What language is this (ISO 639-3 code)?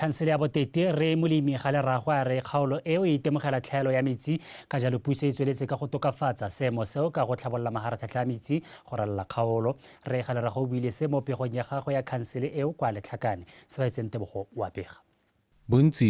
tsn